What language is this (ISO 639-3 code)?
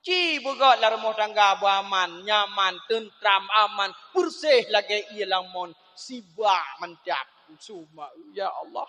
ace